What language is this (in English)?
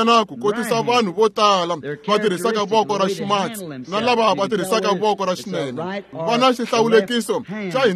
Tsonga